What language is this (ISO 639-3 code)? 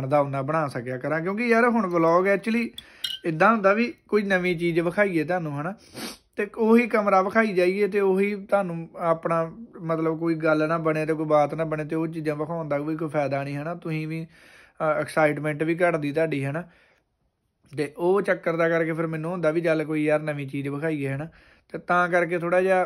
pan